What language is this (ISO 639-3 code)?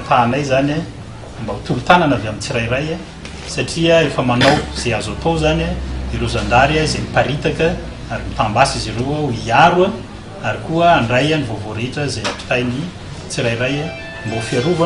mlg